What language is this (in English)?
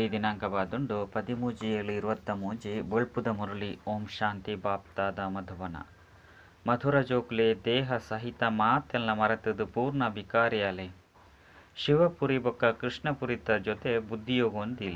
Tulu